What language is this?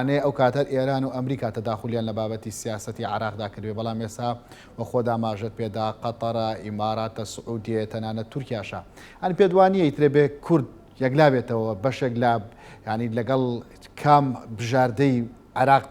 Central Kurdish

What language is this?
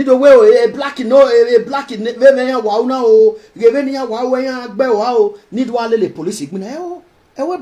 Nigerian Pidgin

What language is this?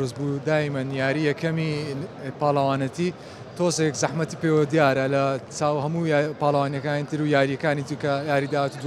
Central Kurdish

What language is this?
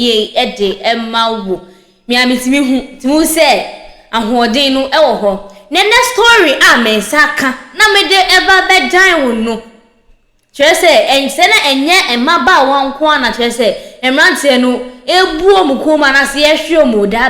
Akan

